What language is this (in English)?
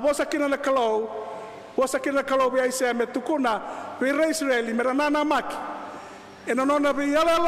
Fijian